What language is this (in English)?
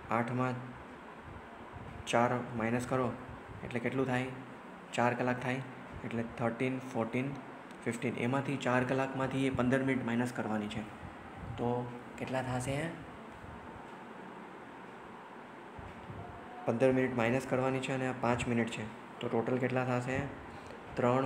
Gujarati